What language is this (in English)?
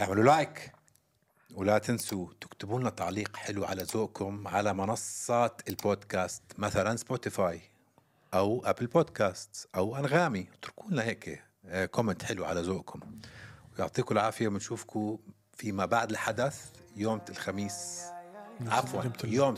North Levantine Arabic